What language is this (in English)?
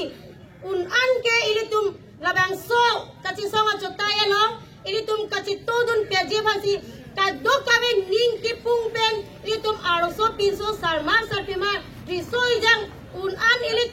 Karbi